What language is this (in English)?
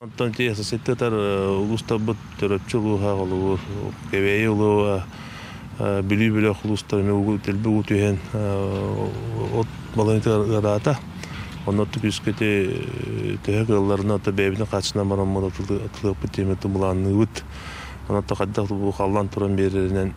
Yakut